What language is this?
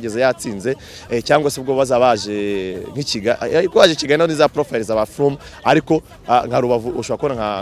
Kinyarwanda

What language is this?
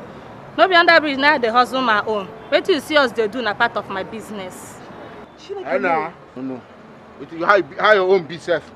Nigerian Pidgin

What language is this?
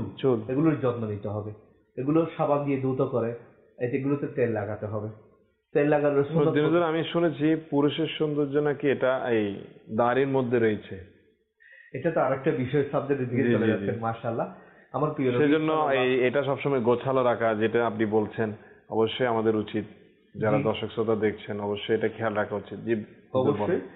Bangla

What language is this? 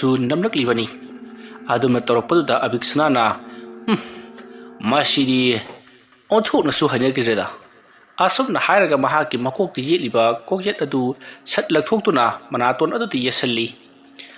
Manipuri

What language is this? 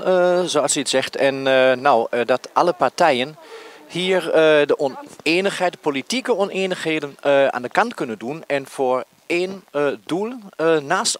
Dutch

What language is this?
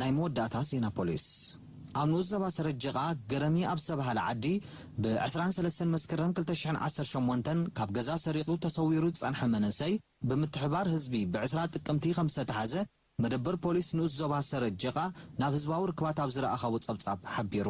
Tigrinya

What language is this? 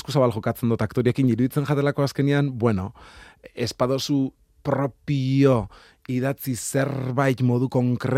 Basque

